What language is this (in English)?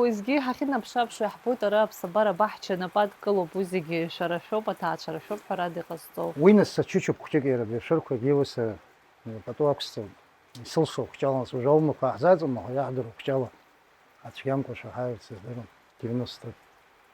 Abkhazian